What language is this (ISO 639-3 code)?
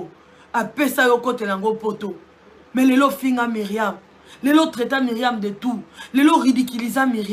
lin